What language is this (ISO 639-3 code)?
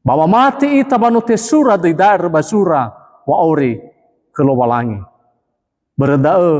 nia